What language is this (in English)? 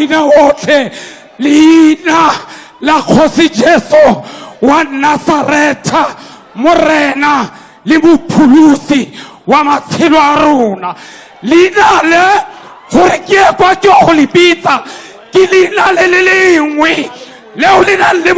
Tswana